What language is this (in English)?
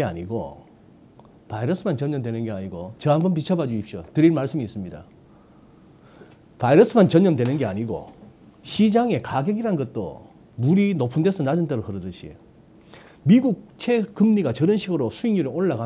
Korean